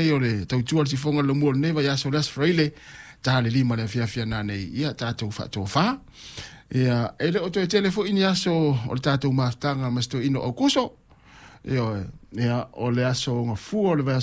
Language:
Samoan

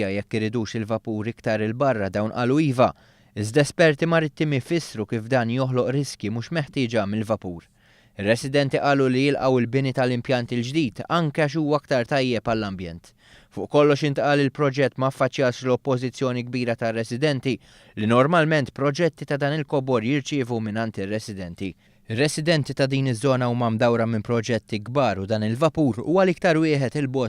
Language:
Maltese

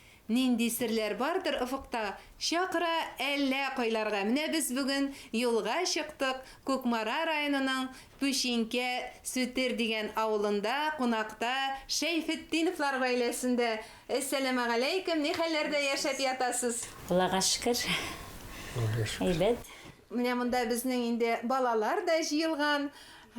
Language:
Tatar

